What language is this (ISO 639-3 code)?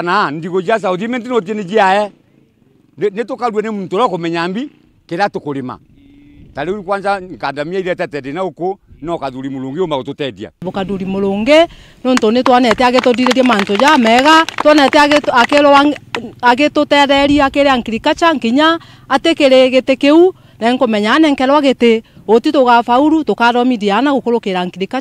mer